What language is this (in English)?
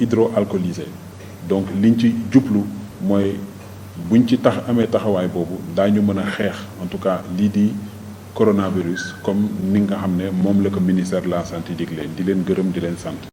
Wolof